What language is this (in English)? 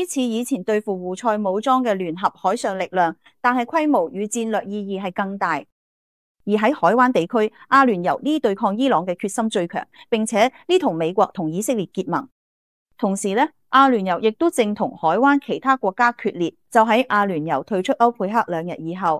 Cantonese